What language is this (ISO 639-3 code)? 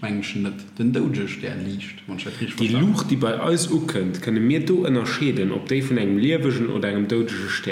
ltz